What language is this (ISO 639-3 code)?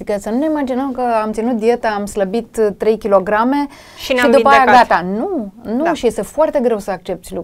ron